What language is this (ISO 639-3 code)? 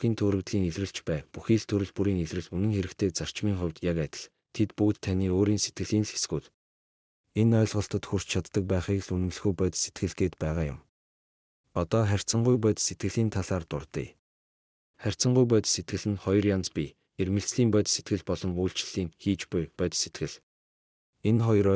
mon